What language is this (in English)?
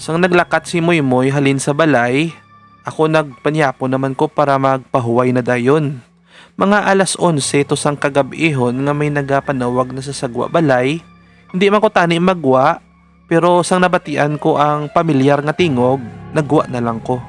Hiligaynon